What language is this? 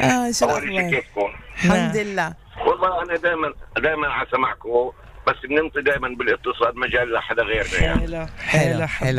North Levantine Arabic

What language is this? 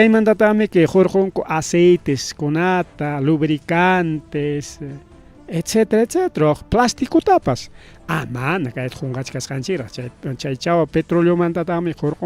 Ayacucho Quechua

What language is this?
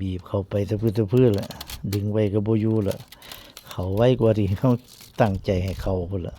Northeastern Thai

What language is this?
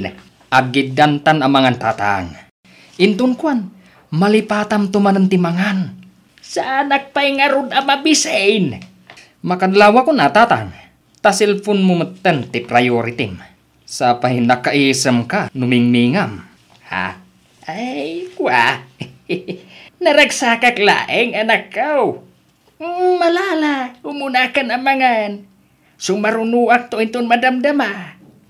Iloko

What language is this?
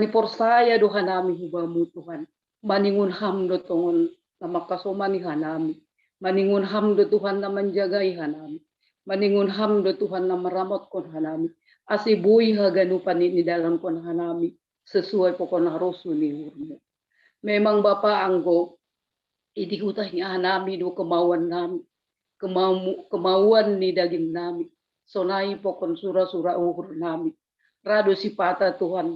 Batak Simalungun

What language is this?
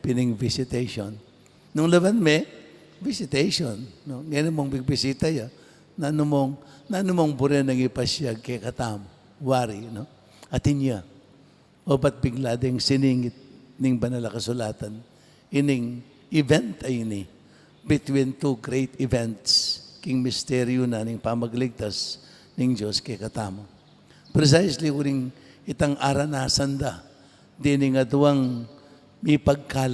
Pampanga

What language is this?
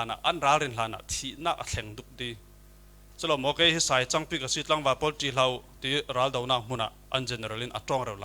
Falam Chin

